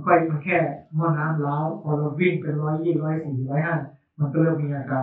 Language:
Thai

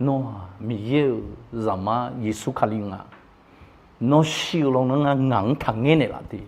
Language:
Akha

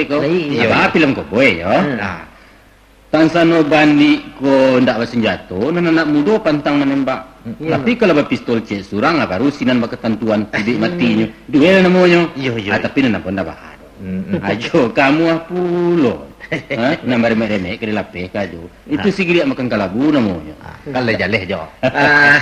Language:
Minangkabau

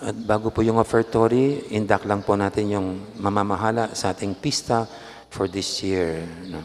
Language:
Pampanga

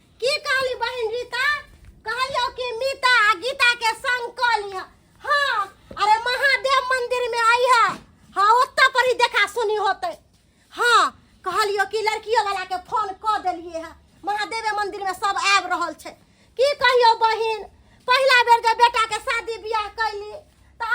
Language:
Maithili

